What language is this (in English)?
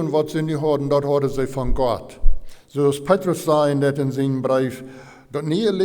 Plautdietsch